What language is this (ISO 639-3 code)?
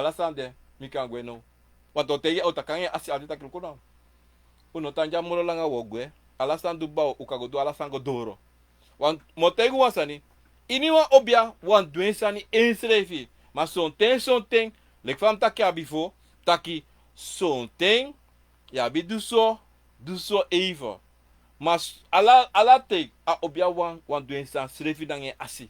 srn